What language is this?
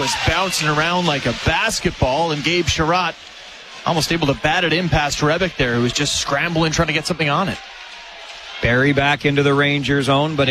English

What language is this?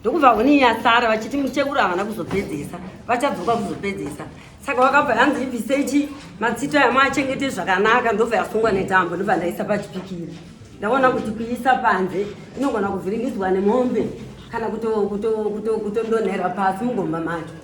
Shona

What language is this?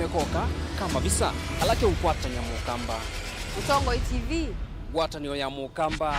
Kamba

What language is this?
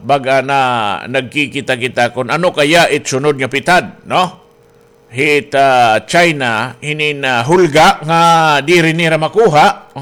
Waray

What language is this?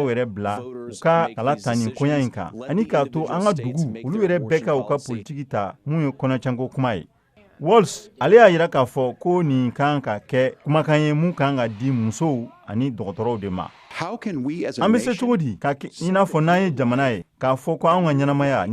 Bambara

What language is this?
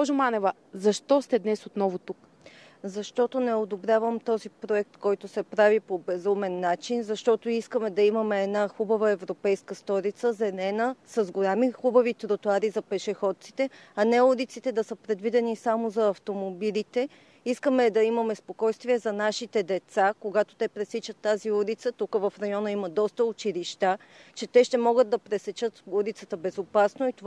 Bulgarian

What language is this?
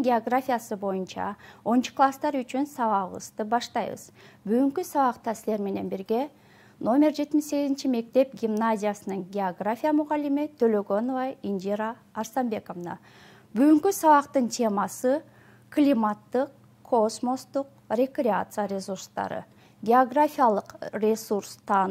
Kyrgyz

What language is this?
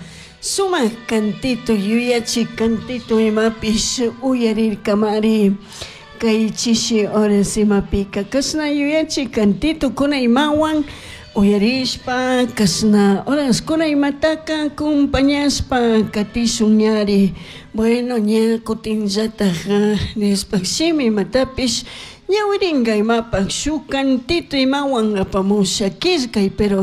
Chimborazo Highland Quichua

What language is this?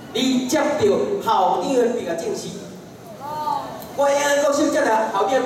Chinese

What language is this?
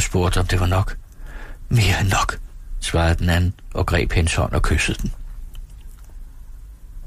Danish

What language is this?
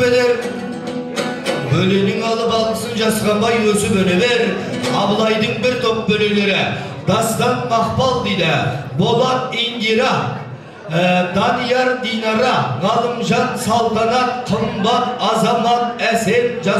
Kazakh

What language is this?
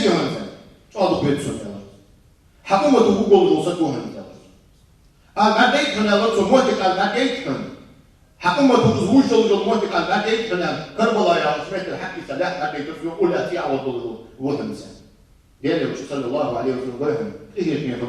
Ingush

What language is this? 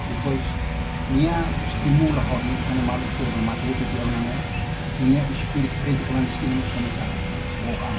Tetum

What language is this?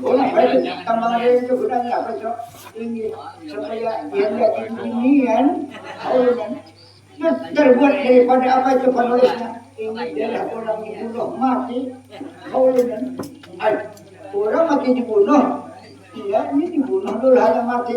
Banjar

